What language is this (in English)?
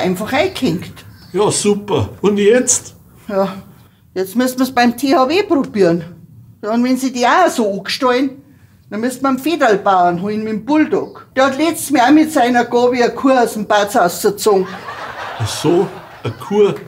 Bavarian